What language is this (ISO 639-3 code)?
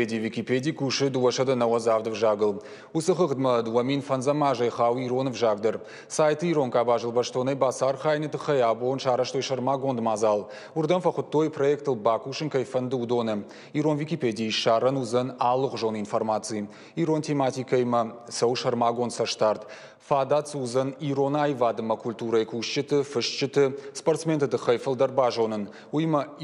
oss